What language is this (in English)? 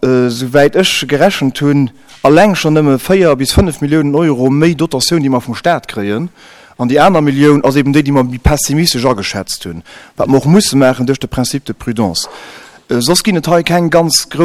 Luxembourgish